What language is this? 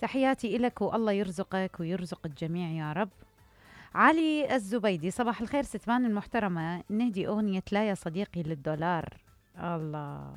Mesopotamian Arabic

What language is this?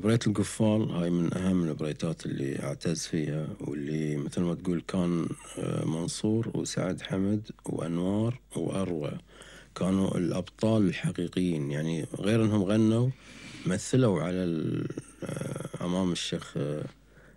Gulf Arabic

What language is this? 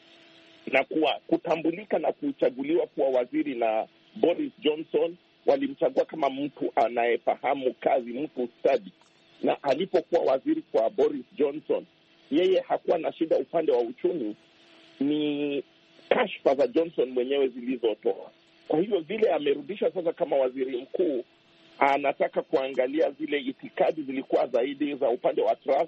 Swahili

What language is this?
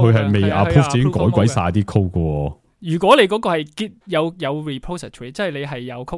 Cantonese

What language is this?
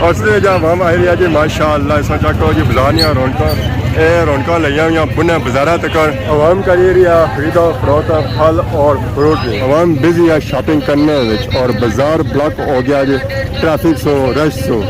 Pahari-Potwari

